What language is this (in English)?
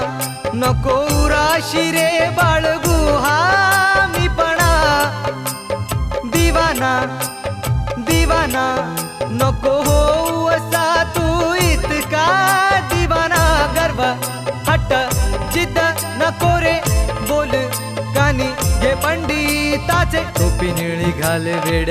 Marathi